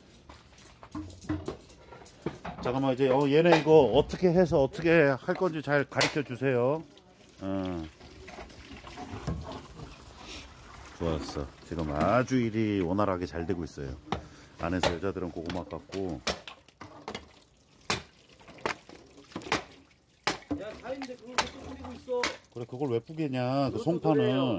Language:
Korean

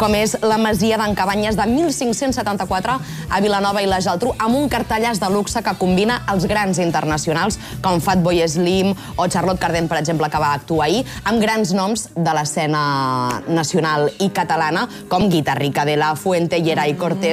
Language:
Catalan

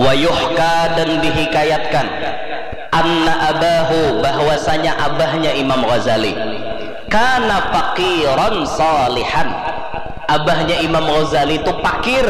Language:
Banjar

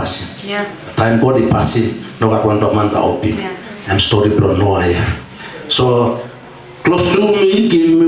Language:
Tok Pisin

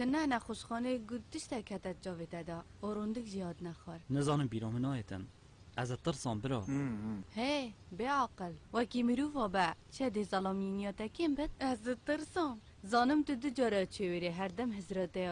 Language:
Kurdish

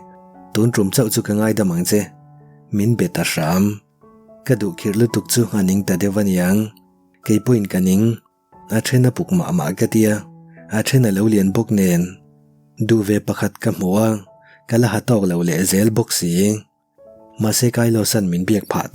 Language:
Mizo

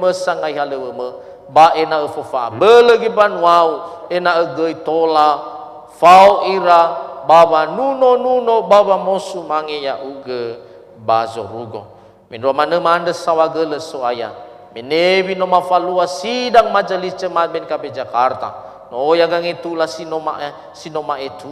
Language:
Nias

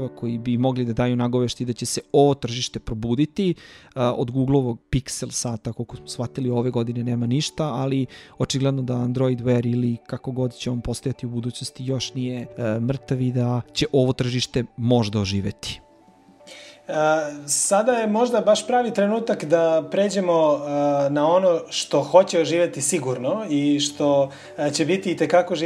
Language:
Serbian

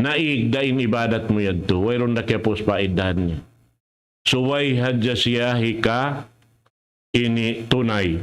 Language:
Tausug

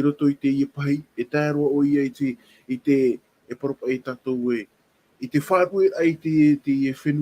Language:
Tahitian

